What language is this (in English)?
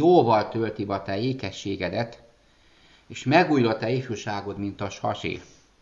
Hungarian